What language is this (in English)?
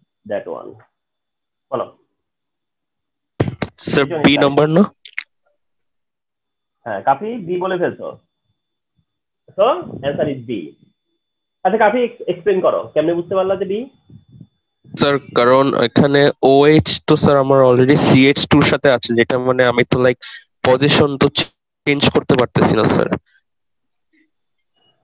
Bangla